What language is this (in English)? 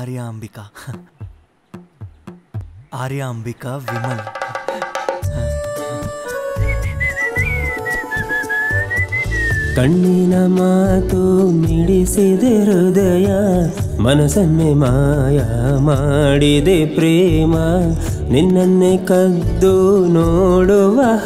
Kannada